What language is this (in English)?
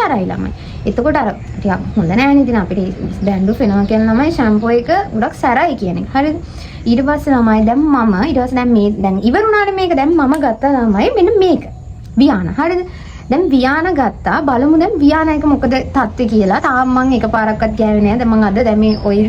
Sinhala